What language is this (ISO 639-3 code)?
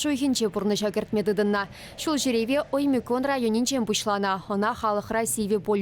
chv